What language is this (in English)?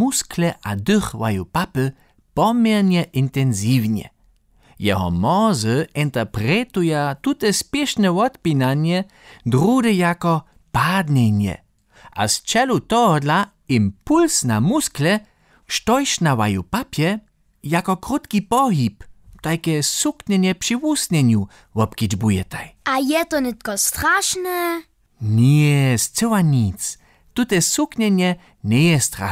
Upper Sorbian